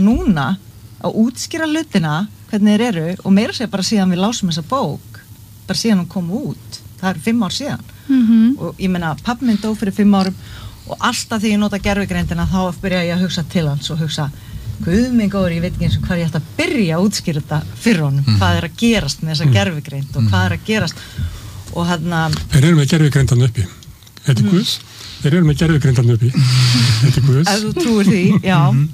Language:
Icelandic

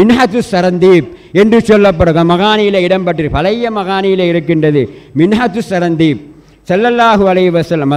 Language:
Tamil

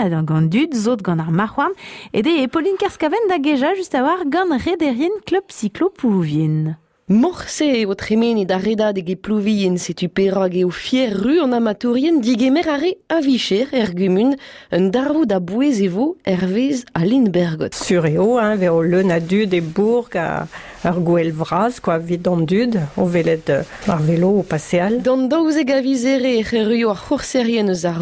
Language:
Breton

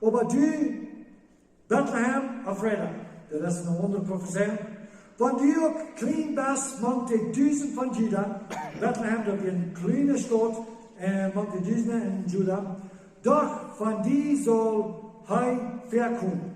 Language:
Plautdietsch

